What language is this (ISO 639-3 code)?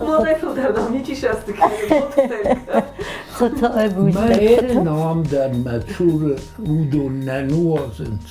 oss